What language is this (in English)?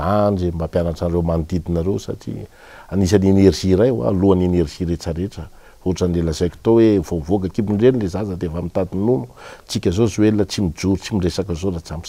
Malagasy